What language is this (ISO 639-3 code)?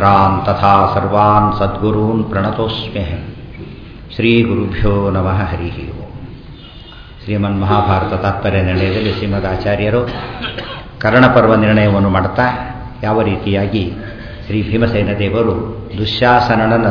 kan